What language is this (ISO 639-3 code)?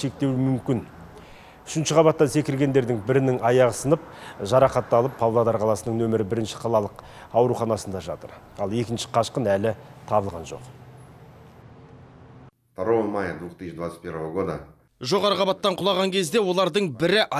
kaz